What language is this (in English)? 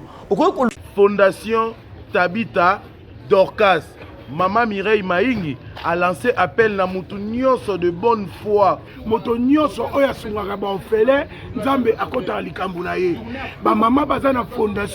Lingala